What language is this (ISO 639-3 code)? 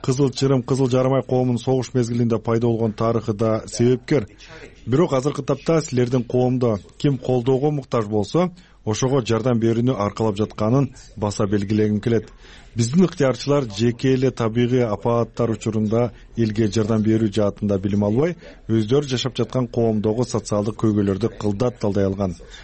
kir